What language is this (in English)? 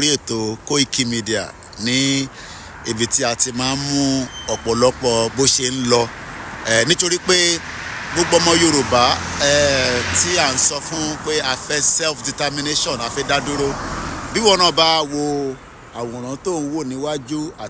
Yoruba